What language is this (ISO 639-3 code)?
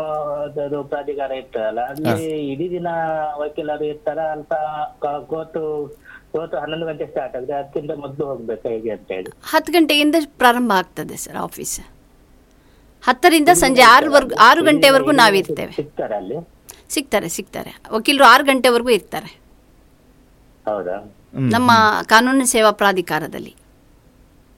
kan